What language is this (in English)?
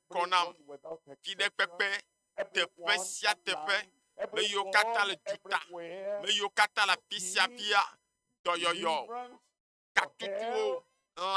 Ewe